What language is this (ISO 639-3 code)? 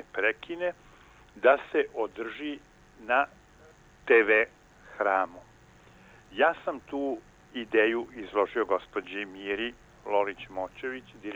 srp